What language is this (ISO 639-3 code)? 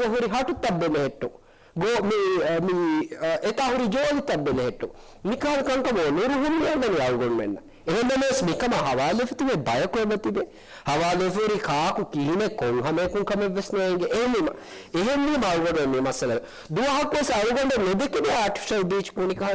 div